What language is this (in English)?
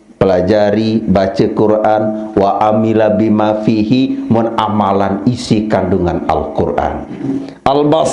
Sasak